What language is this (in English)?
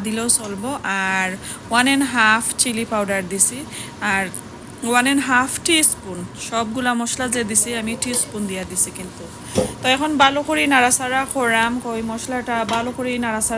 Sylheti